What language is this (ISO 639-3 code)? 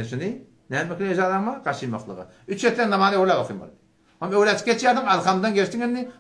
tuk